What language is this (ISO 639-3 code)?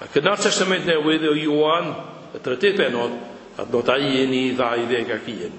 cym